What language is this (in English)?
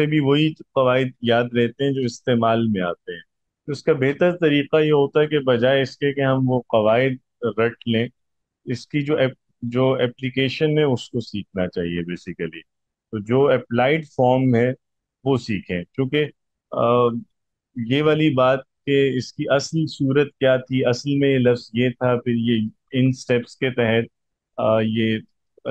Urdu